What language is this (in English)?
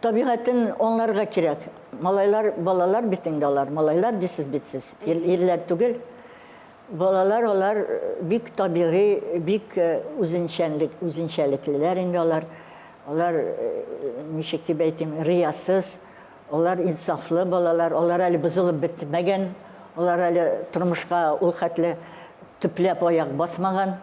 Tatar